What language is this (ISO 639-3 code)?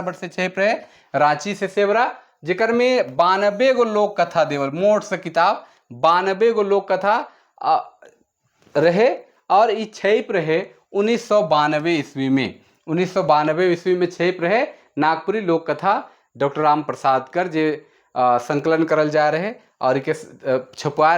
sck